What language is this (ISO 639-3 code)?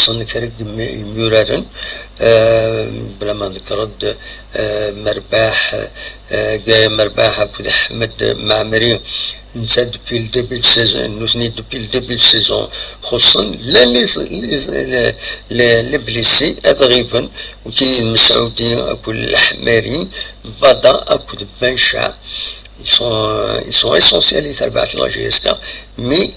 kab